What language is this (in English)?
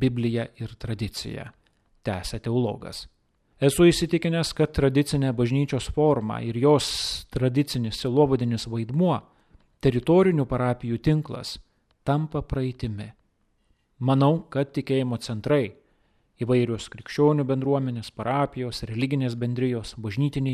Lithuanian